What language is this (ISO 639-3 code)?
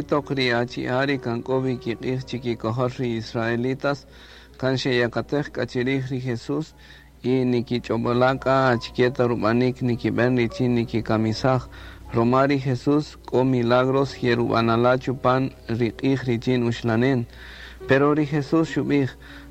cak